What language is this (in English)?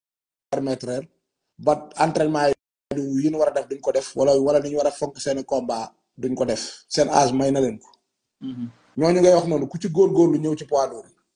Wolof